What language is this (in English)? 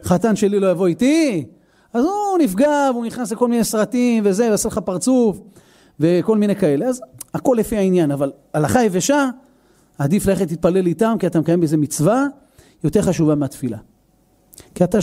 Hebrew